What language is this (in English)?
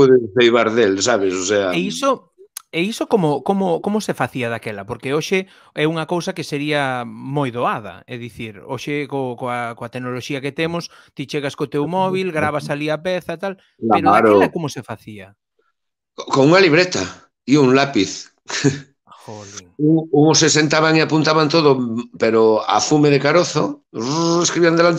Galician